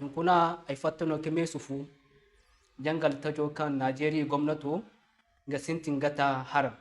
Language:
Zarma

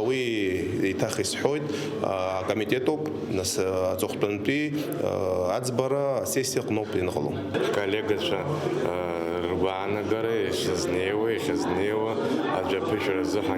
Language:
Abkhazian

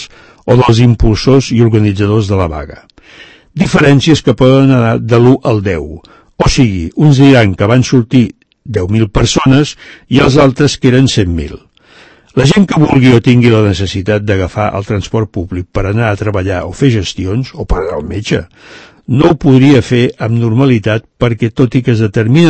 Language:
Catalan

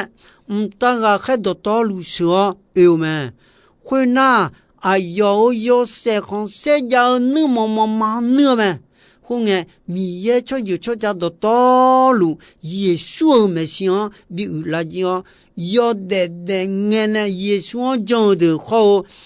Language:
Akha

